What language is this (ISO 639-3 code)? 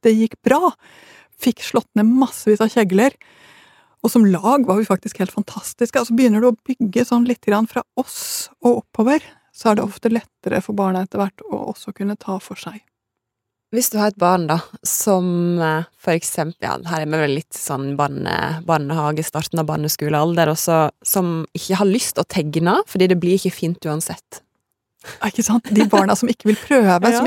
nor